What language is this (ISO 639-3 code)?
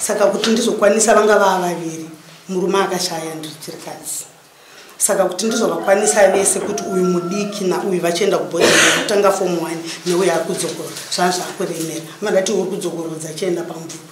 sna